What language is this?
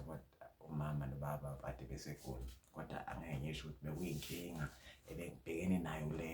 Zulu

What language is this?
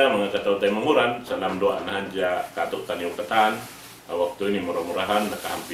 Tausug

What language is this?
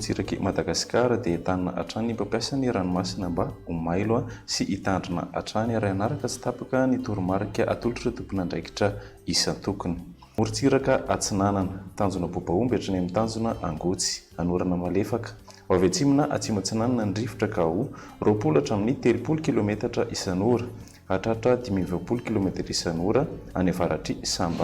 Malagasy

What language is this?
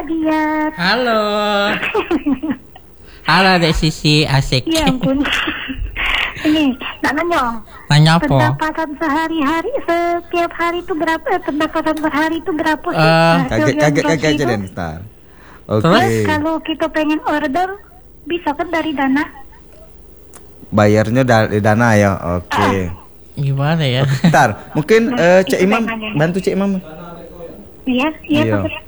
Indonesian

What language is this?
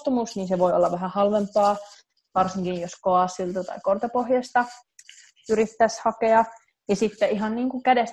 Finnish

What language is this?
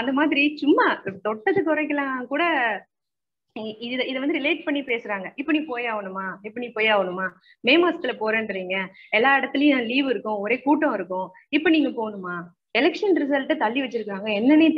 Tamil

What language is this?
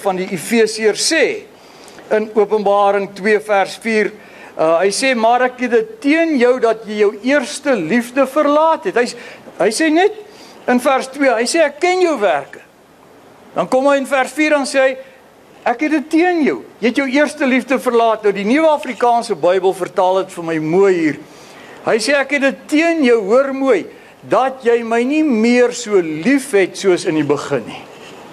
Afrikaans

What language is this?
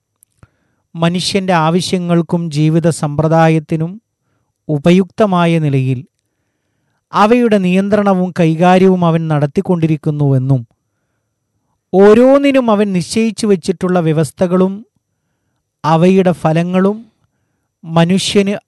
Malayalam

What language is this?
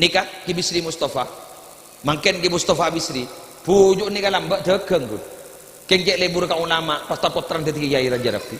Madurese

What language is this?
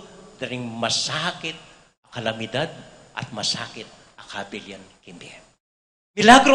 Pampanga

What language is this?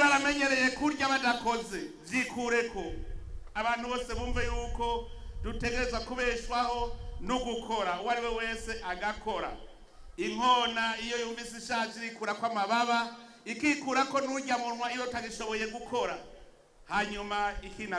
Rundi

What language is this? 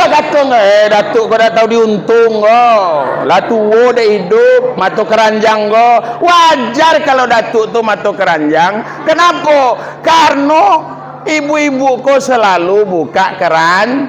Minangkabau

